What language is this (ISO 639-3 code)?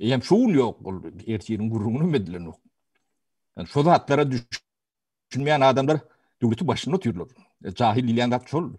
tuk